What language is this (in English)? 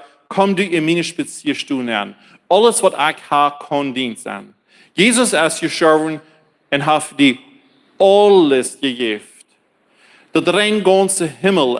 Plautdietsch